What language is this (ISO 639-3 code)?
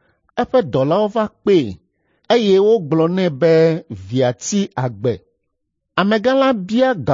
ewe